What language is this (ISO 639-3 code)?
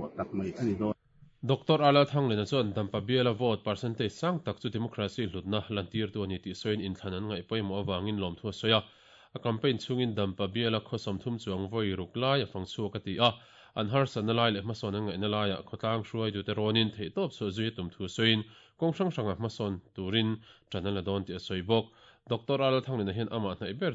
lus